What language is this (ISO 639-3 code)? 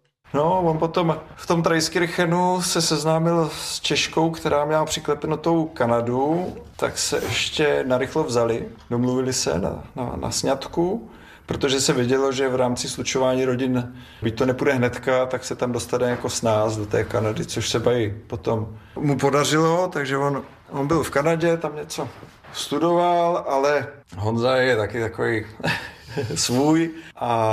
ces